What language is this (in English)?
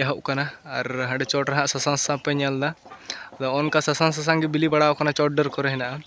Santali